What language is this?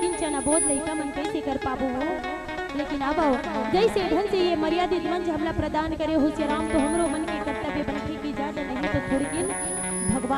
Chhattisgarhi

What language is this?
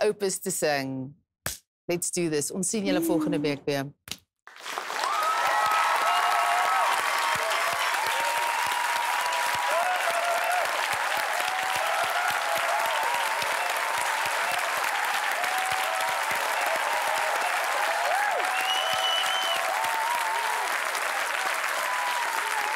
Afrikaans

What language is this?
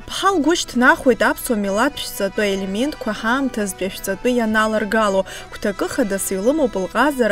Abkhazian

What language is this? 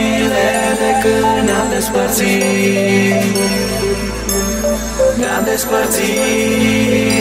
Romanian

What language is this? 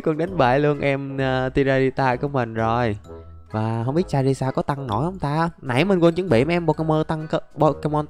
Vietnamese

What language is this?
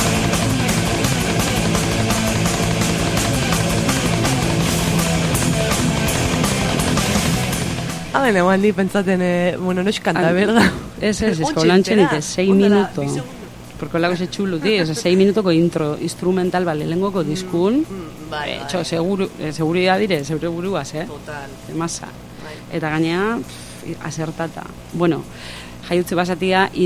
Basque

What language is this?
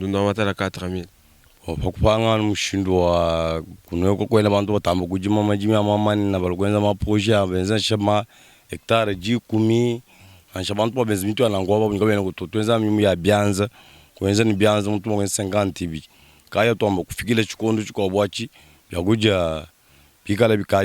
Luba-Lulua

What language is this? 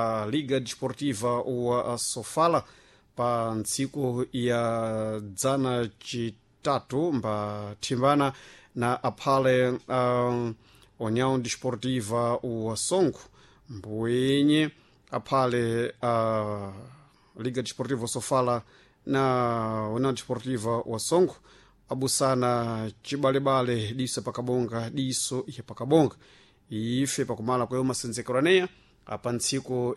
Sena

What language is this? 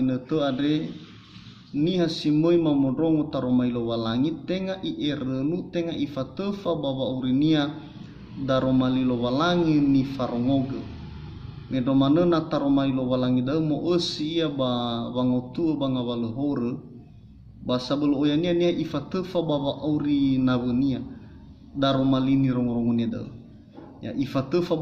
Nias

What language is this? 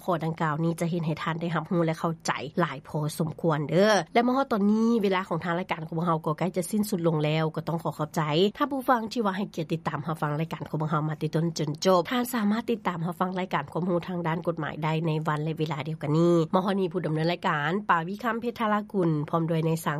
Lao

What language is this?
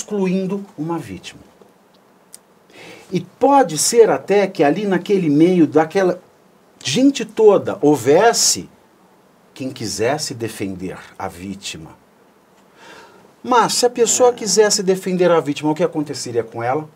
Portuguese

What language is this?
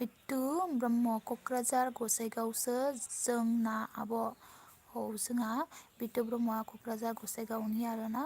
Bodo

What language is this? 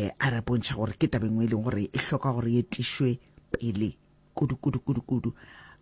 Northern Sotho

